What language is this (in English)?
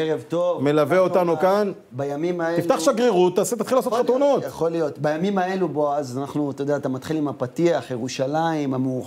Hebrew